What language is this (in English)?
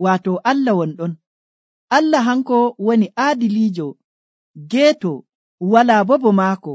Nigerian Fulfulde